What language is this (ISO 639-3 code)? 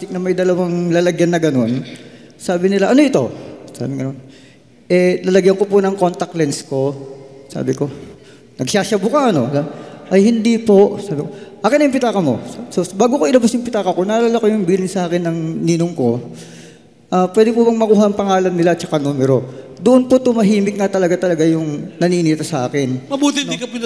fil